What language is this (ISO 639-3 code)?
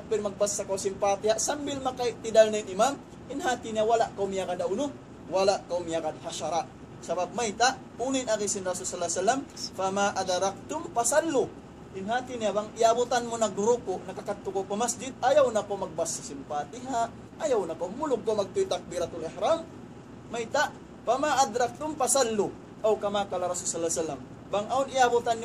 tsg